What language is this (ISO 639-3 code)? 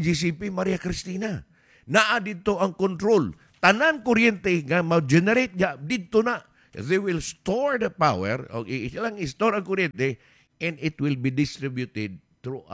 ceb